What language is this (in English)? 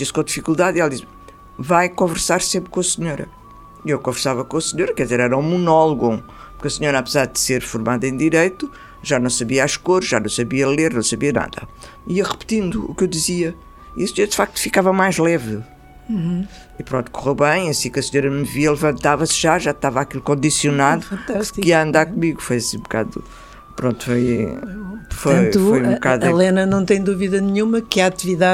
Portuguese